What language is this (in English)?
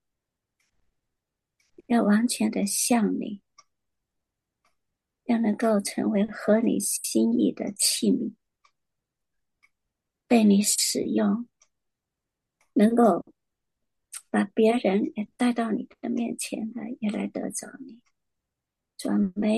Chinese